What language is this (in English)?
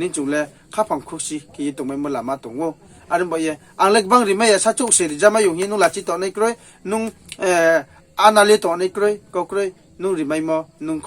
Riang (India)